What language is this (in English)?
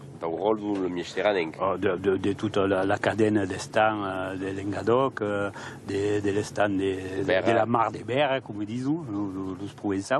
Occitan